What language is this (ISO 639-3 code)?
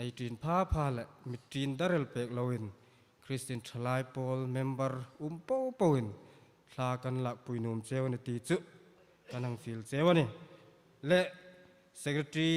hmr